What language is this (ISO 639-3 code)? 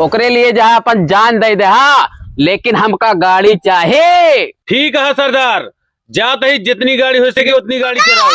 awa